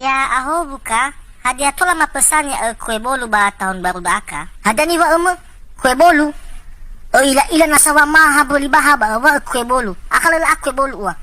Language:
Nias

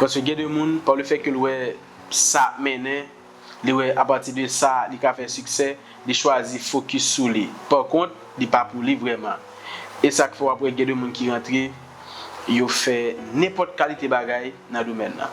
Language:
Haitian Creole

